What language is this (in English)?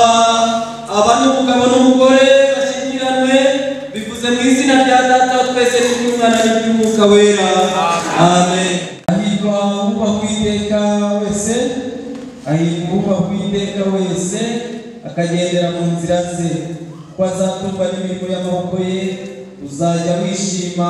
Kinyarwanda